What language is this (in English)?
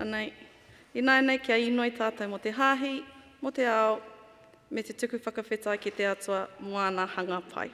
Māori